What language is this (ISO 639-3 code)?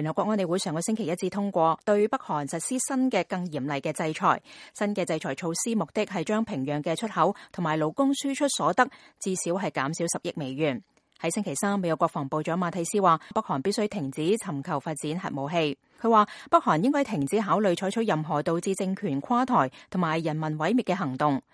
yue